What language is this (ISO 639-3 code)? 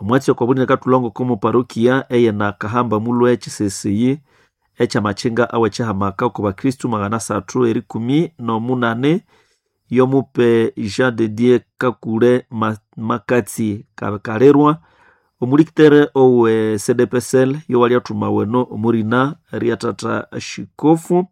nnb